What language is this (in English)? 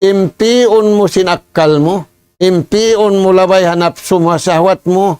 Tausug